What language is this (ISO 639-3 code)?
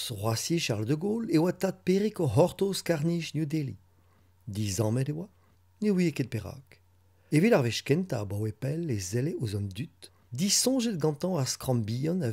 bre